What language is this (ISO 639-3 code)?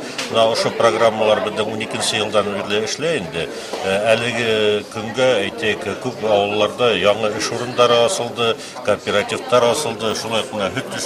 bak